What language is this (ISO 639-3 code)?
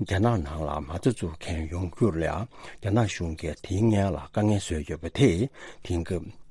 bod